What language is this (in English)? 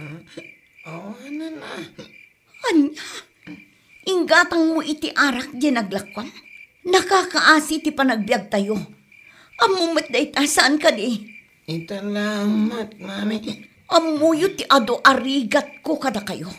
Iloko